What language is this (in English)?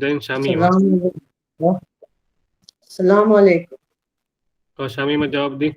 Divehi